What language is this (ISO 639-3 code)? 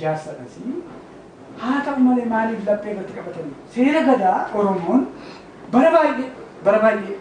orm